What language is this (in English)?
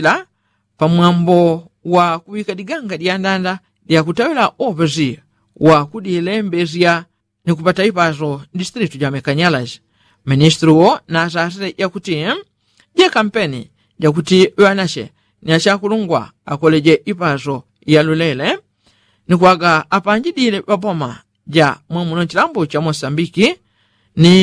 Yao